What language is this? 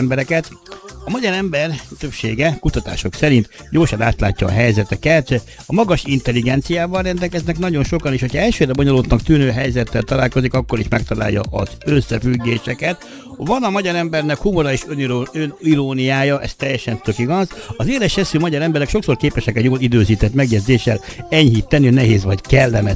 Hungarian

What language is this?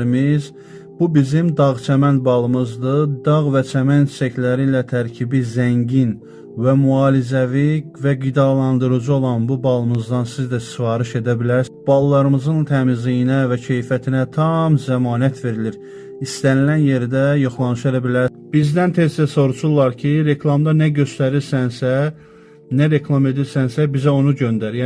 Azerbaijani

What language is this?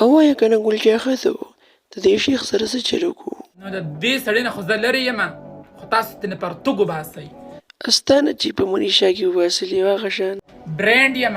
Pashto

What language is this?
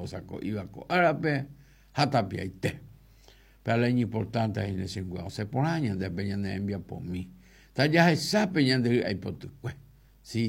Guarani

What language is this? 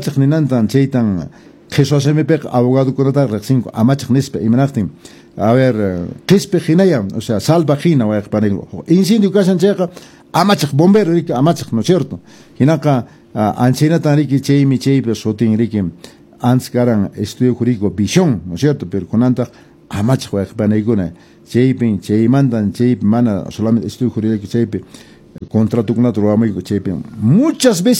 Quechua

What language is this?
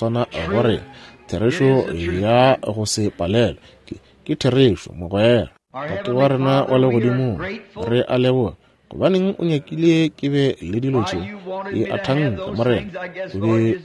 Northern Sotho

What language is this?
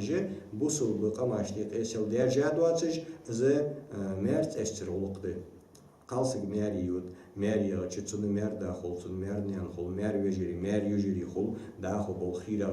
Ingush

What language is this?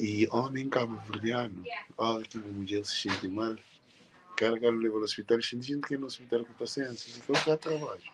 Kabuverdianu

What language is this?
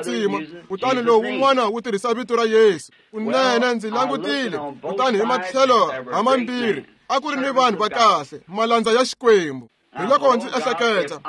Tsonga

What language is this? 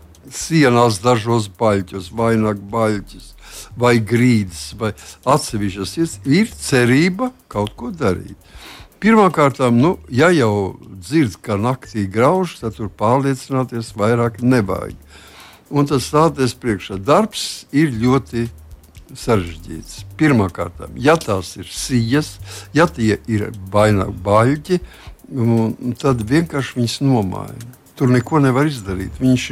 Latvian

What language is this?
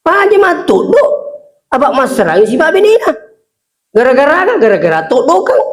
Buginese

